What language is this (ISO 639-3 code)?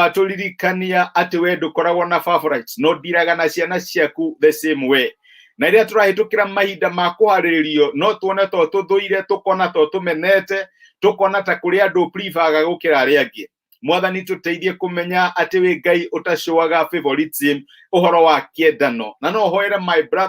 kik